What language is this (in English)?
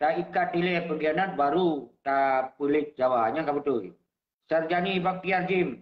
Achinese